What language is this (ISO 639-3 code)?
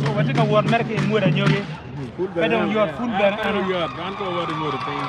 ach